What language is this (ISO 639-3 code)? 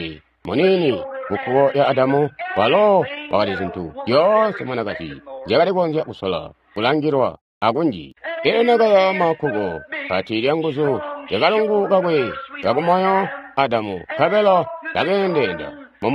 toi